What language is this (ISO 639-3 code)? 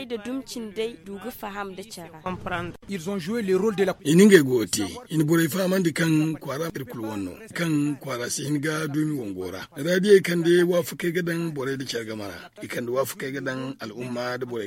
dje